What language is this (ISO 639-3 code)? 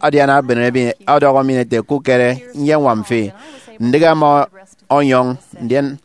efi